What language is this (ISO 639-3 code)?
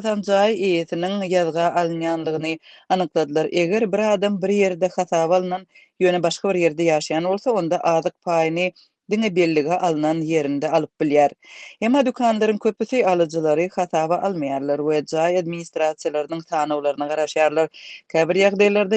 tuk